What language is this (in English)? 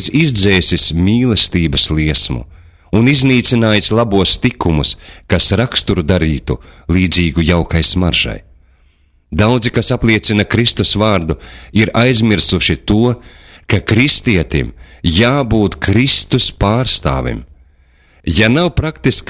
Latvian